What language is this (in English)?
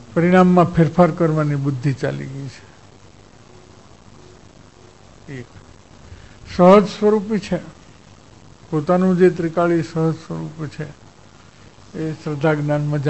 Gujarati